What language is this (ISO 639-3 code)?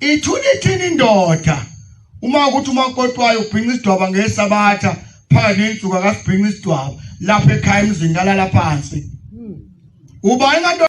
zul